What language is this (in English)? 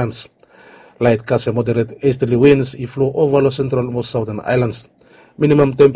Bislama